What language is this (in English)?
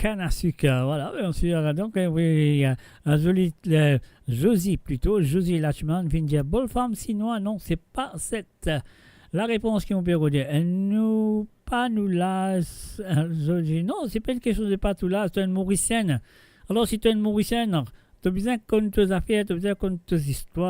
Morisyen